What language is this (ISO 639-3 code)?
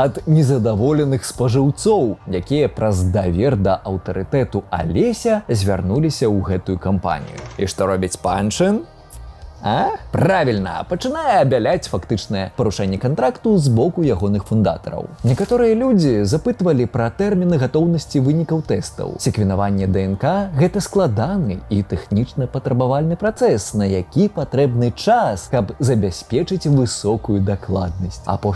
bel